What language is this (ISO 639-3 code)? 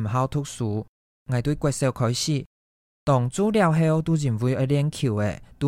hak